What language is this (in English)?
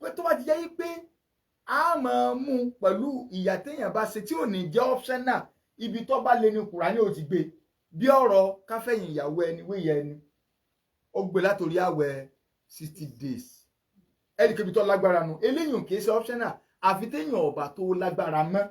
Yoruba